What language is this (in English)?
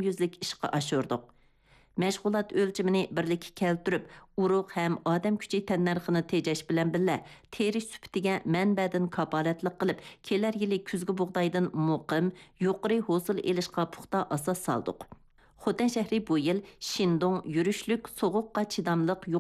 Uyghur